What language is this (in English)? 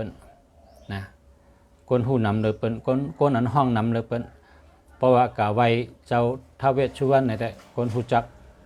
Shan